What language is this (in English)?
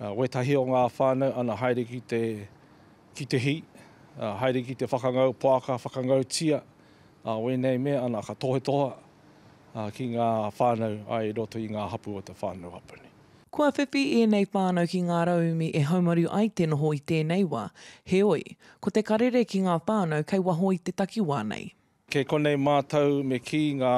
Māori